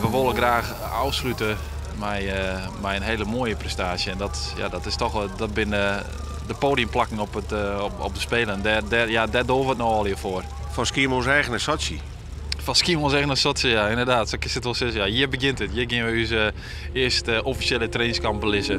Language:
Western Frisian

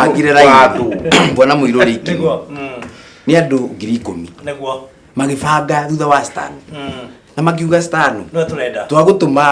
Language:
Kikuyu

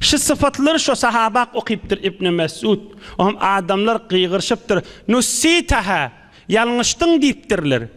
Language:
Turkmen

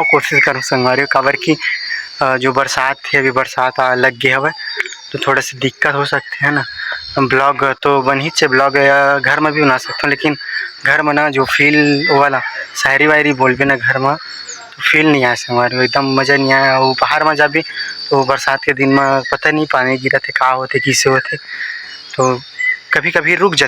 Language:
Chhattisgarhi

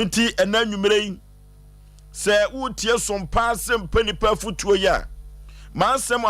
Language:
Akan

